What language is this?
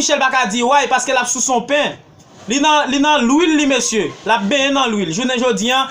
Haitian Creole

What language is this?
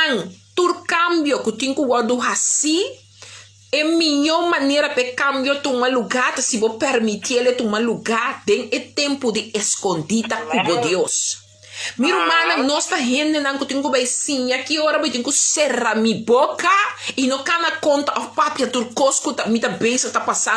Papiamento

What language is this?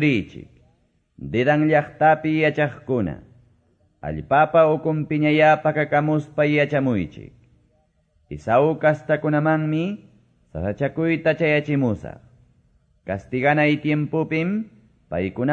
Quechua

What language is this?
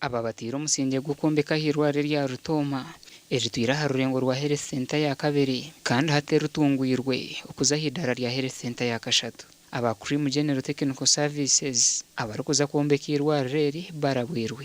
Nyankole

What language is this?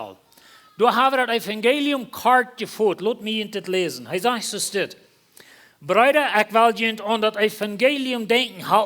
Plautdietsch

